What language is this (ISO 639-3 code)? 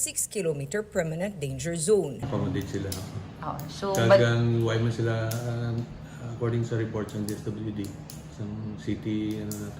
hil